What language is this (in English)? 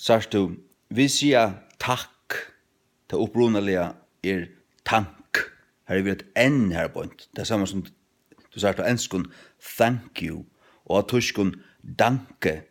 Faroese